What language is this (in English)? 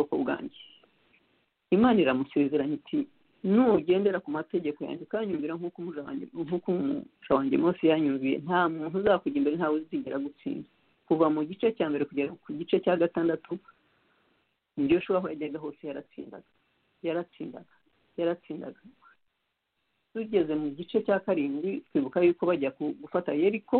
Kinyarwanda